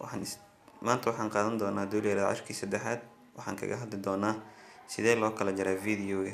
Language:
Somali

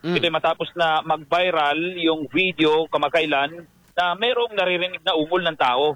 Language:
Filipino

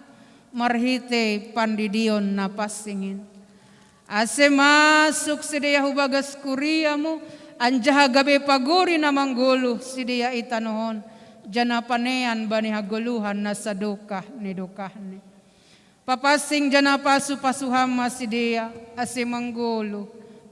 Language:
Batak Simalungun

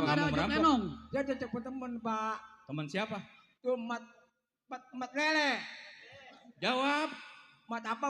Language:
Betawi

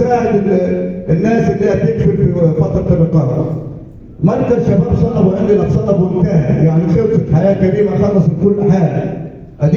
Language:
Egyptian Arabic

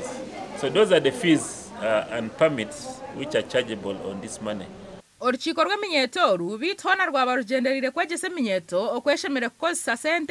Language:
Nyankole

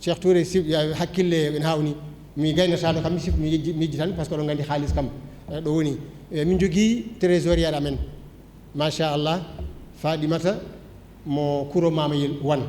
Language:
Fula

